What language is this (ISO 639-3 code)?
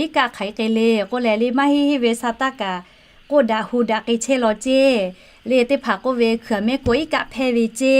lhu